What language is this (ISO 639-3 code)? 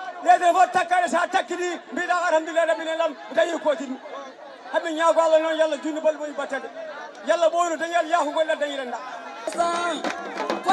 ful